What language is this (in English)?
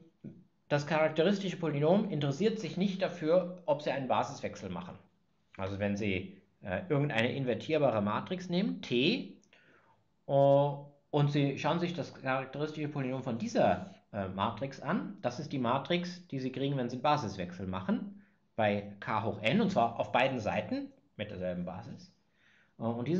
German